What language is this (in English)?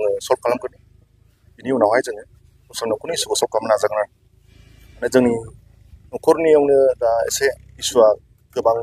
Bodo